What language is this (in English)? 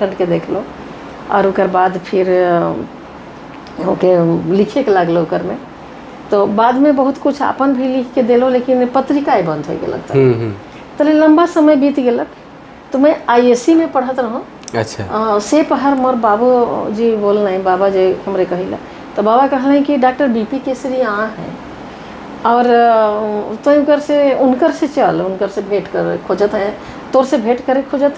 Sadri